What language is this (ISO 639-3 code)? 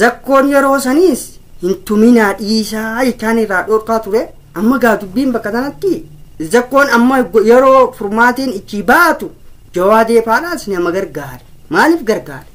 orm